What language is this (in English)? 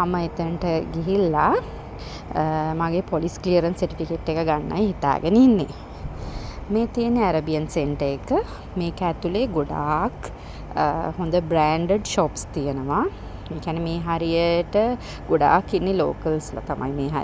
Sinhala